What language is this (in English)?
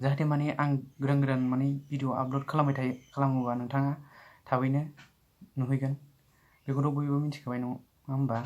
Bodo